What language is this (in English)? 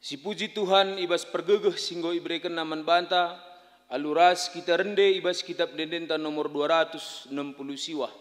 Batak Karo